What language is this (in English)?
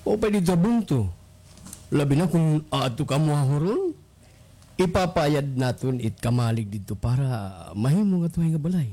Waray